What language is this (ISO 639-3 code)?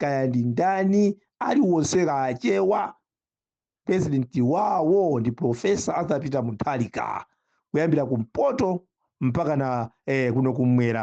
nya